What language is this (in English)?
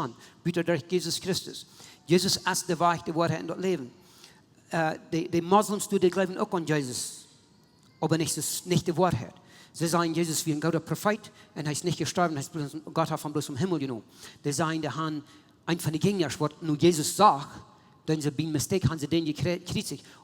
Plautdietsch